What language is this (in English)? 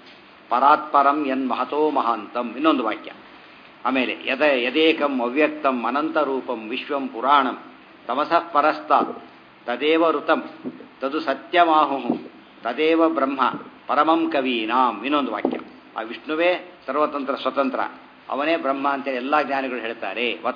Kannada